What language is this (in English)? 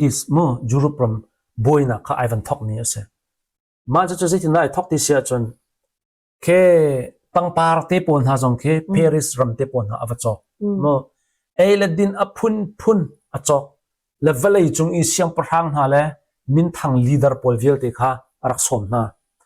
Hakha Chin